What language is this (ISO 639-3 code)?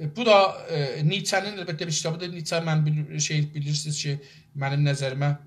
azb